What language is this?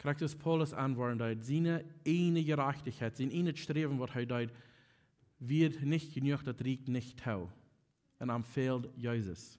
Plautdietsch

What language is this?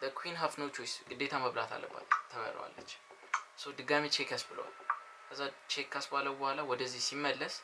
Amharic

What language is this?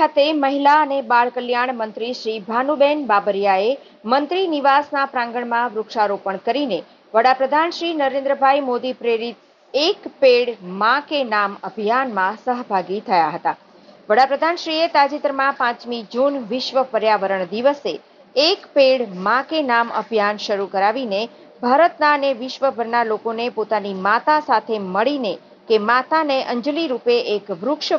Gujarati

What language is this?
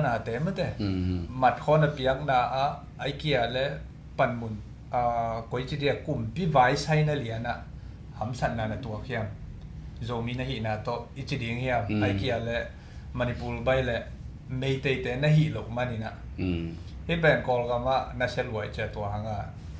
Tedim Chin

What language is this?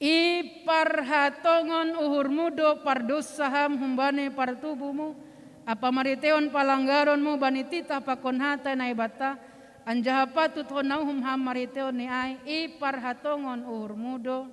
Batak Simalungun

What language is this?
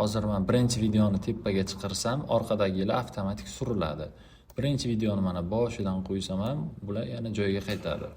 Uzbek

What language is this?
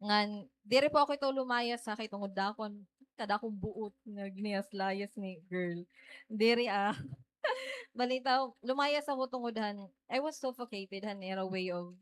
Waray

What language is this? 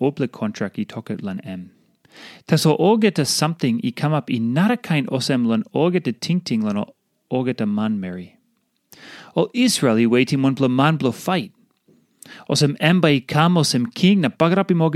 Tok Pisin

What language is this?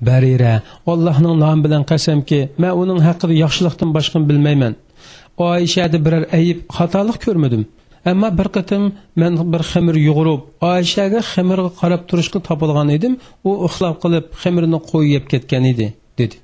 Uyghur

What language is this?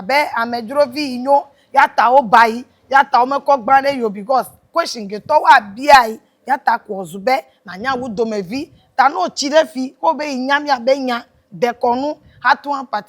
Ewe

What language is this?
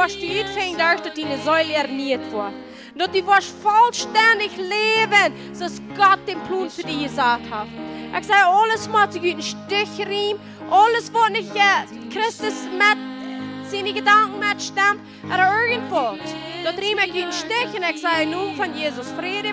Plautdietsch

